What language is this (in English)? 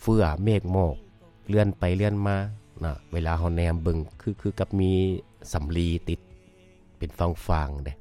Lao